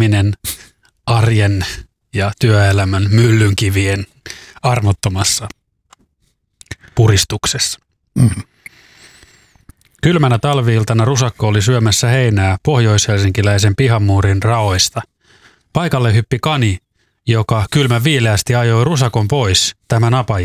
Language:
Finnish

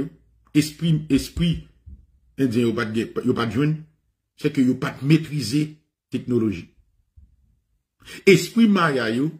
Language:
French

